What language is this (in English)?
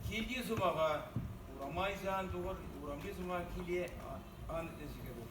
Chuvash